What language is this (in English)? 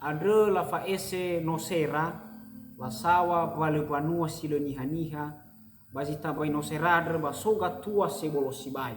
Nias